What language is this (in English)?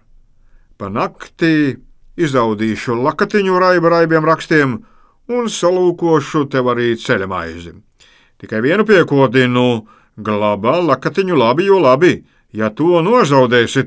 Latvian